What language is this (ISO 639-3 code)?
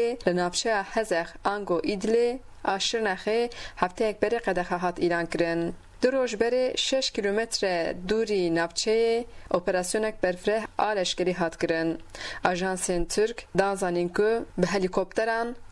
kur